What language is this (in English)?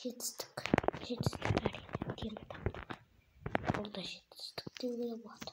Kazakh